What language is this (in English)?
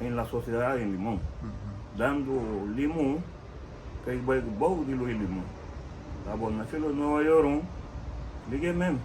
Garifuna